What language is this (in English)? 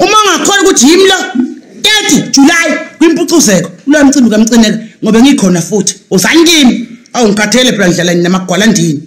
Zulu